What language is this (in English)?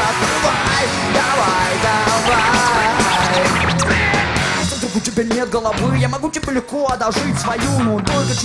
Russian